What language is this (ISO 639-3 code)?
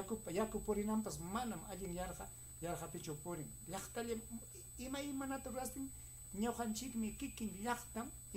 quy